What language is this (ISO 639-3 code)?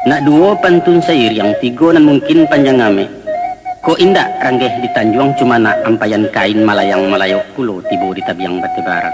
min